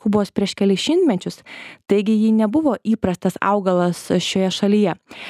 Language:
Lithuanian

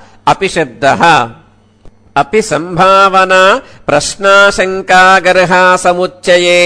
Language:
Sanskrit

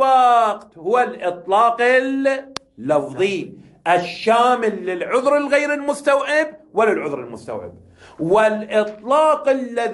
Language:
Arabic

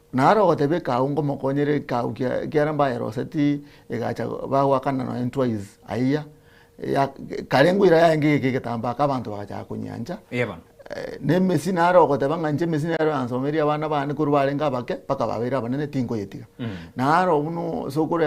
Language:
Gusii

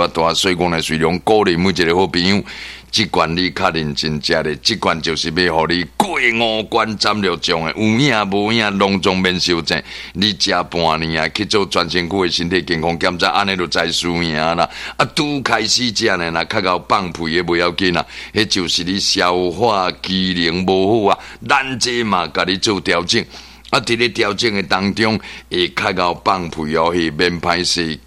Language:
Min Nan Chinese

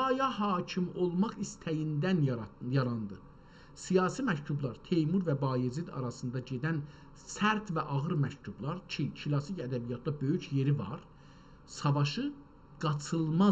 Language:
South Azerbaijani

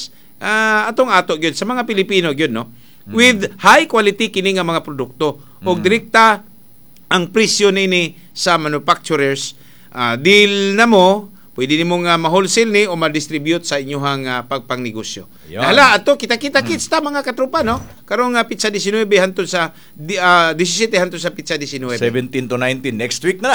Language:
Cebuano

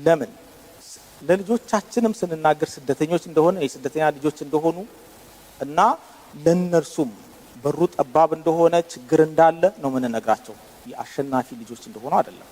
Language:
Amharic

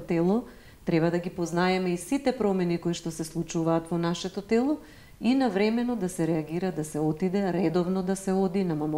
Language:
Macedonian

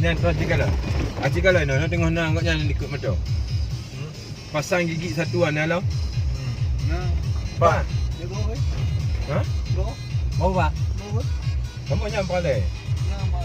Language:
Achinese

